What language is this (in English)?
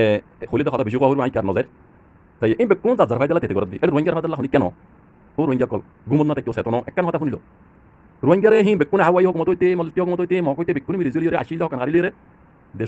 Rohingya